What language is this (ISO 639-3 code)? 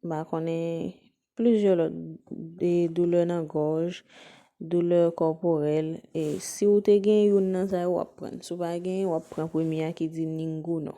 hat